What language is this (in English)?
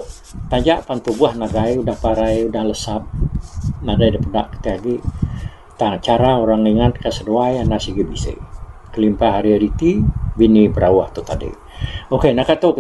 Iban